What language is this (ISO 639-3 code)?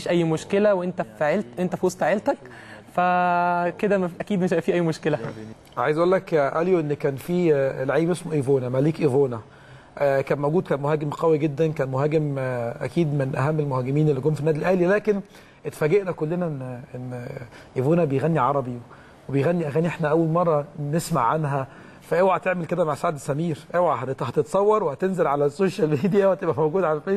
arz